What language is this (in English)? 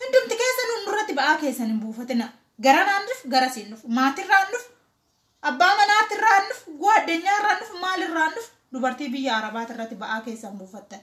Oromo